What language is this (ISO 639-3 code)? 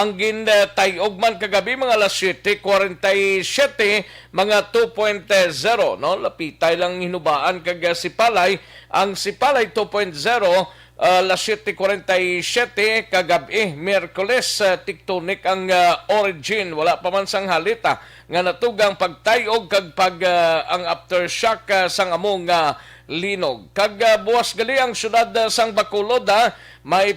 hil